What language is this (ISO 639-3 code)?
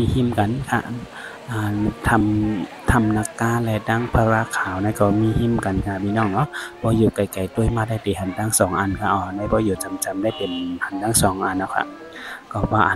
shn